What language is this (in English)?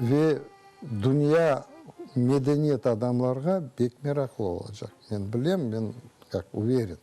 Crimean Tatar